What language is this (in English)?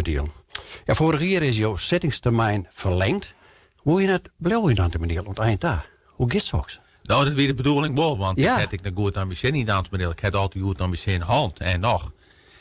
Western Frisian